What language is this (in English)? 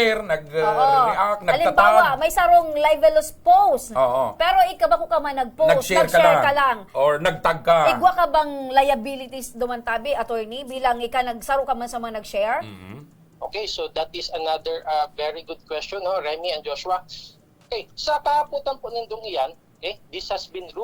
Bikol